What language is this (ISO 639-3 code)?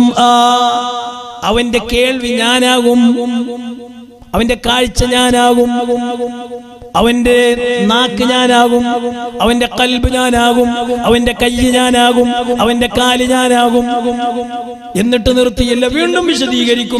mal